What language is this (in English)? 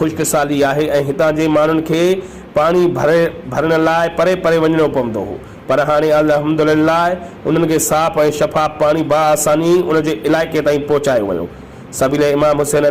Sindhi